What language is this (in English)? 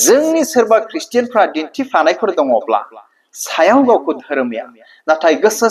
Bodo